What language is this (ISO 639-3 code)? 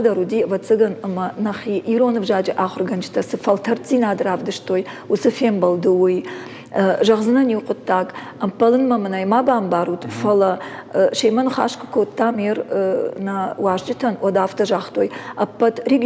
oss